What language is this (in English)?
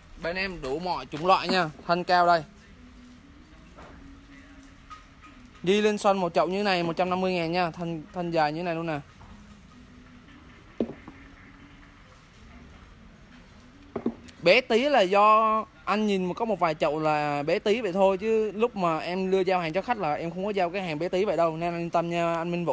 Vietnamese